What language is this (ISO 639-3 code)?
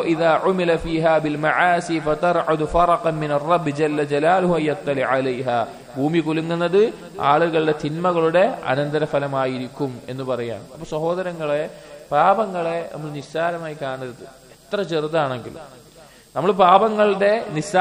mal